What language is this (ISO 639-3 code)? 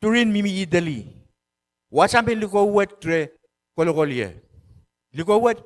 pon